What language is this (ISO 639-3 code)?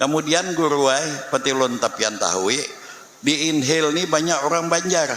bjn